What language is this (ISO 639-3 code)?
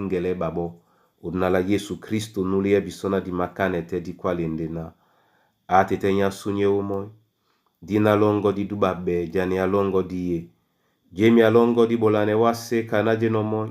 dua